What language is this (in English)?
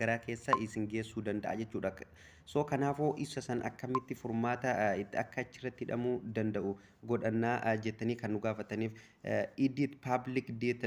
Oromo